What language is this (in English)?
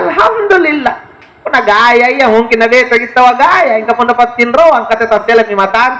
Makasar